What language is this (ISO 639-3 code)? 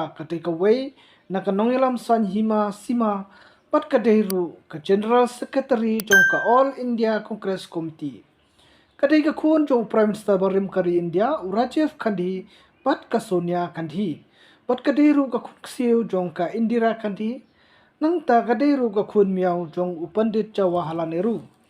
kha